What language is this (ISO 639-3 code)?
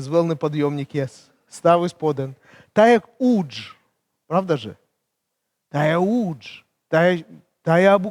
kom